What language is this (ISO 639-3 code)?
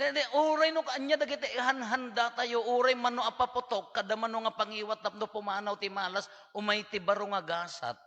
ilo